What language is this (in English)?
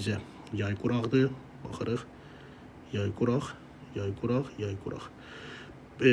Azerbaijani